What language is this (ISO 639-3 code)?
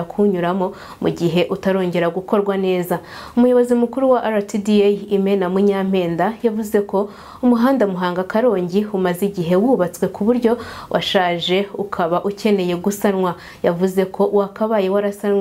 kin